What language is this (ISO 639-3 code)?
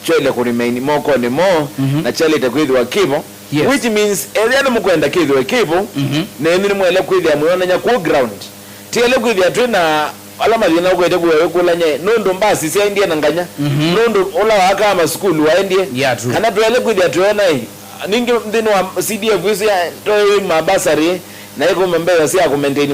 kam